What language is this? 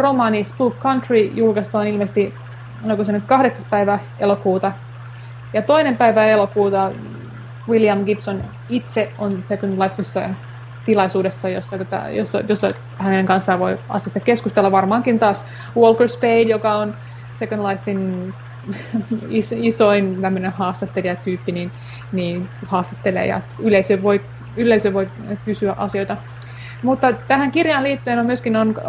Finnish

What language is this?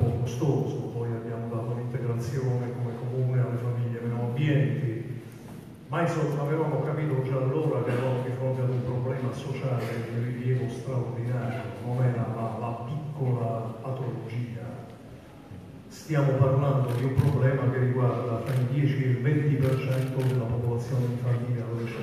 Italian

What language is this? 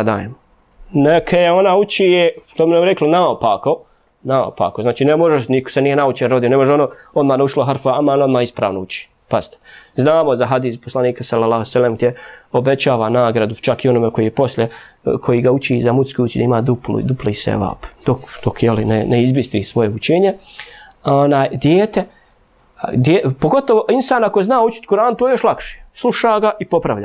Bosnian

